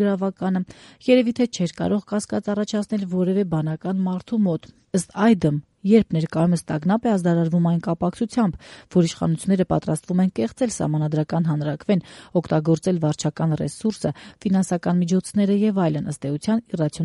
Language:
Armenian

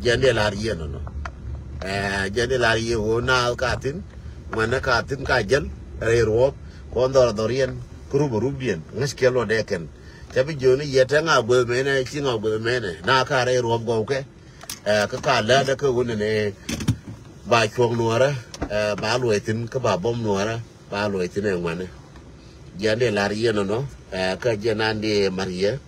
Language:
Nuer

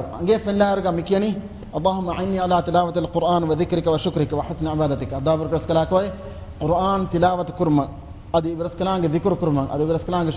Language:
Divehi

